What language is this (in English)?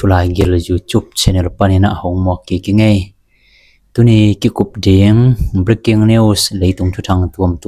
Tedim Chin